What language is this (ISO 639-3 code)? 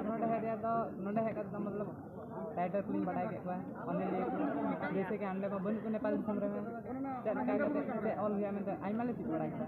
sat